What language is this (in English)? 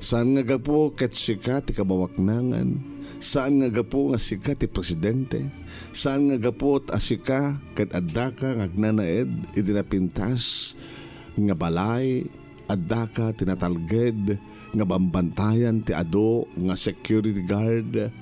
Iloko